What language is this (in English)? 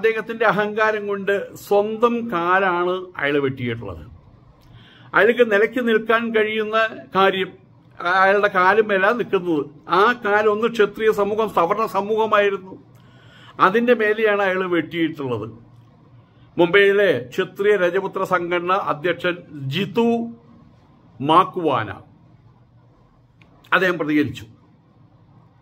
Malayalam